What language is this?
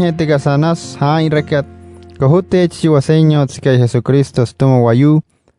Wayuu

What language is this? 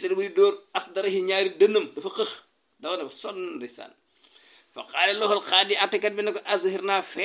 Wolof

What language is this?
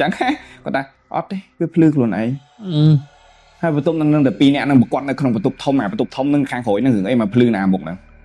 Khmer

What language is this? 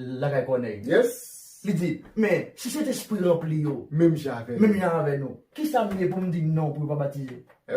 Haitian Creole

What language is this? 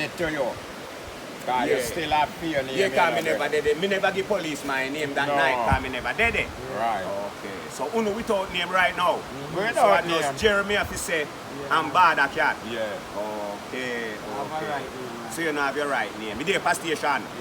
Jamaican Creole English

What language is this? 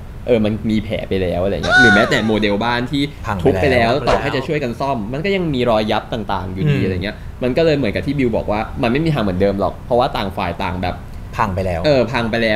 Thai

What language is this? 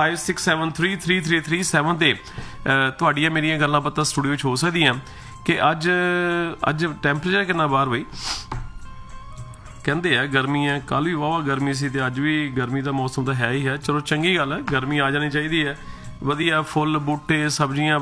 Punjabi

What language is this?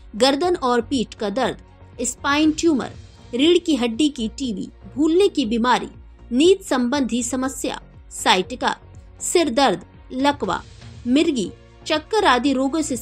Hindi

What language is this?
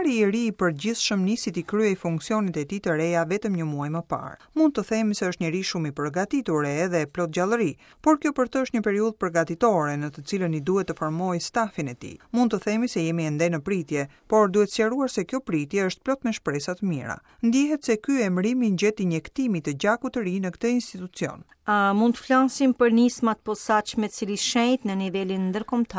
Albanian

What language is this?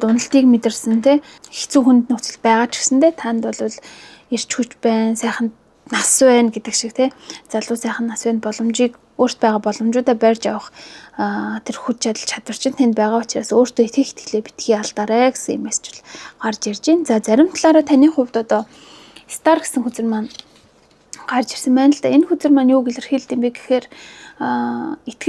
Mongolian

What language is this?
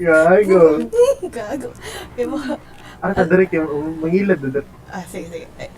Cebuano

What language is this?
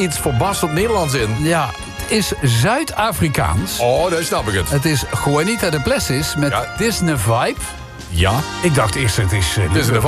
Dutch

